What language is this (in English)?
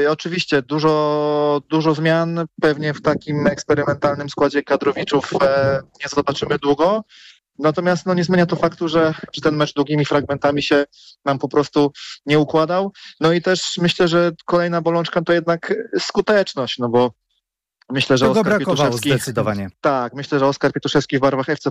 Polish